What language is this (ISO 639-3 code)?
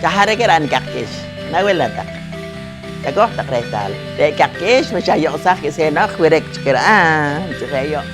poh